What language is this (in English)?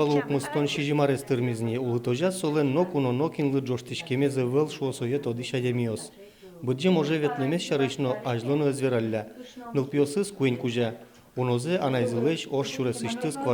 Udmurt